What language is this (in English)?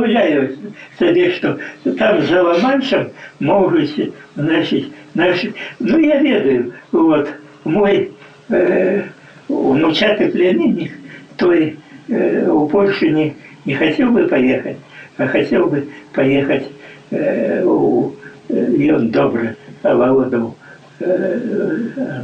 Belarusian